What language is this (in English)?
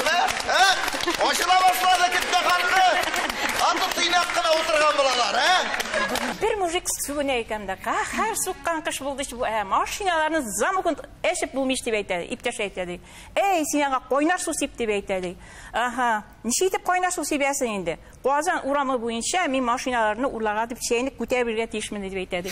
Tatar